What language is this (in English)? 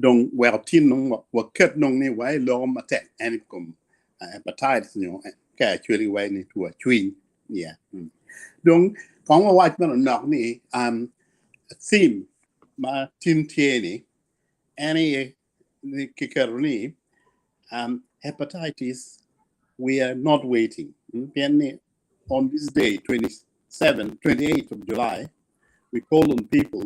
Acoli